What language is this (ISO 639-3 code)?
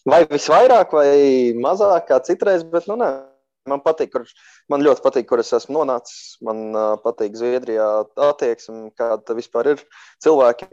lav